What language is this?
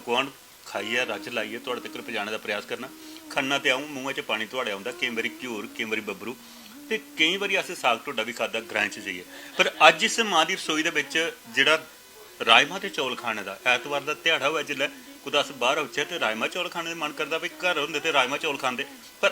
Dogri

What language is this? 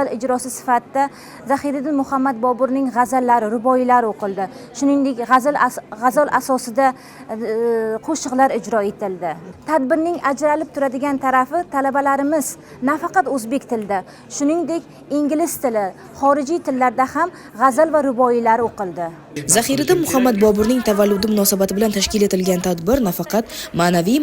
Uzbek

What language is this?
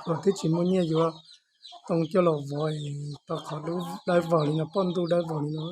Hmong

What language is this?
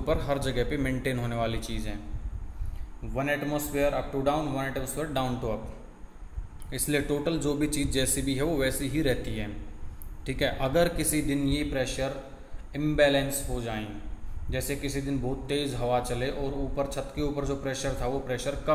Hindi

